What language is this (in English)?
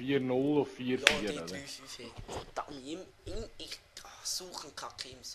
Swiss German